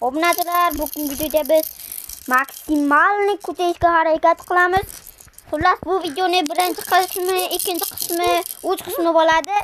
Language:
Uzbek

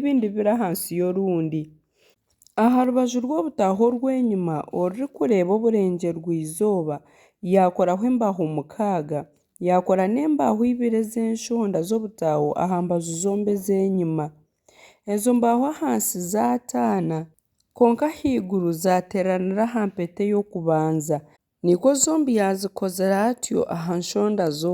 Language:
Nyankole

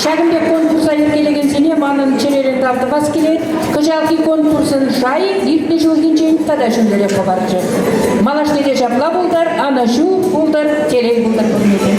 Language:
Chuvash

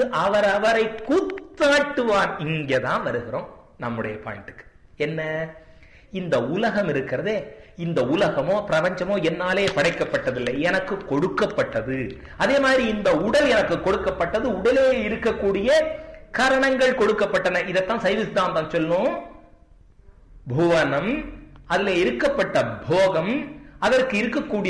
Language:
Tamil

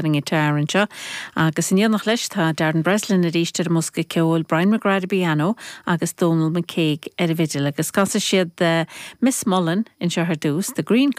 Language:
Irish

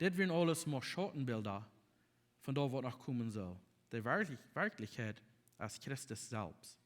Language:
Plautdietsch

